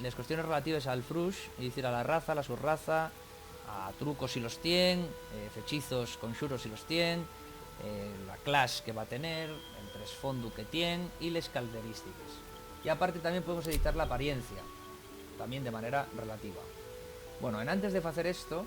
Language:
Asturian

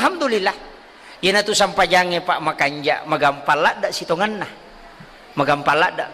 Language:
Buginese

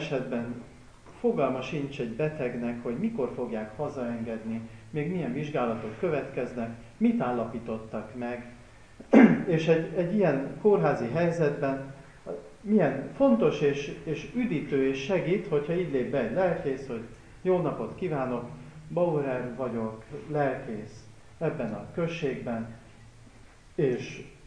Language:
Hungarian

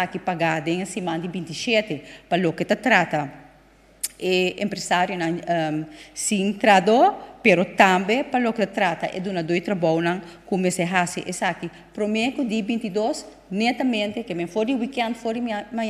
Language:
Papiamento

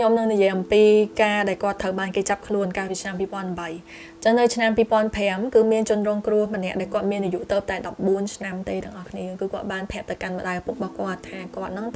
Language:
Khmer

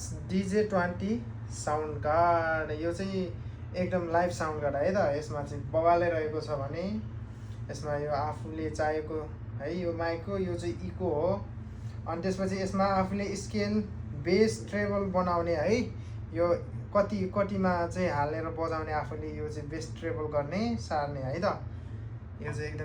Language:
Nepali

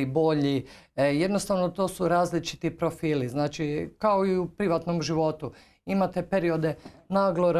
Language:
Croatian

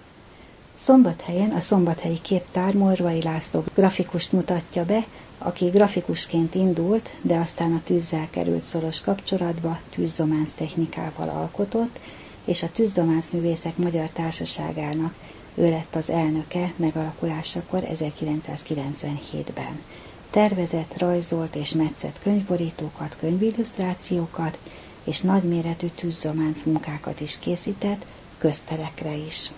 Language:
Hungarian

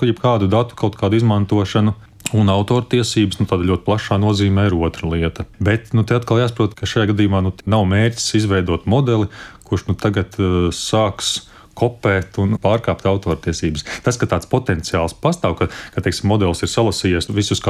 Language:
Latvian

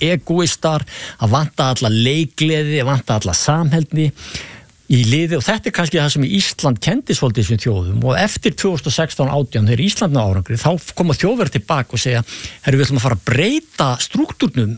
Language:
Icelandic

